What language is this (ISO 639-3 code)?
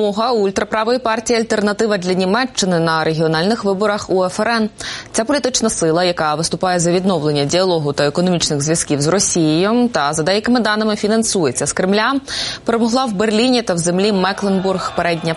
ukr